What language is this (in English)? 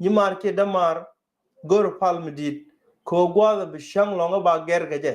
Nuer